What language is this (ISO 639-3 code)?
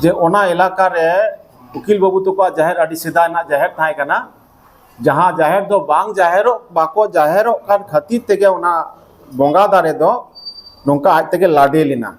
sat